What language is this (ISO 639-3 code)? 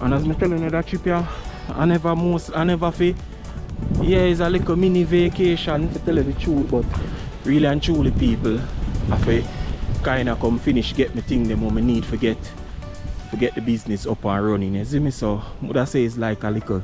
jam